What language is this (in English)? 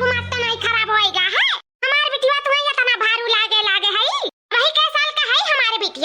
Awadhi